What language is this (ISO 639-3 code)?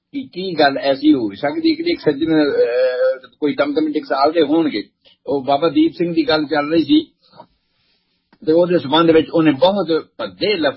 pan